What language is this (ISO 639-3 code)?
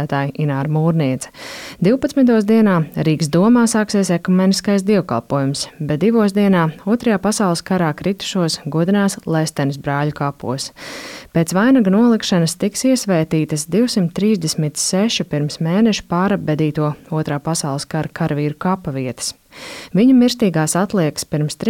lav